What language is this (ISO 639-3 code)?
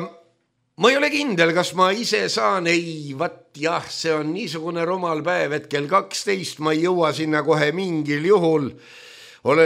est